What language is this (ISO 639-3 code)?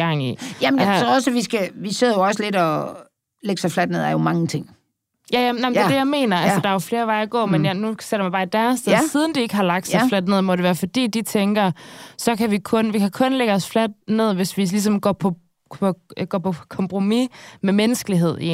dan